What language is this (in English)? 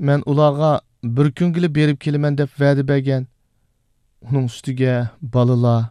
Uyghur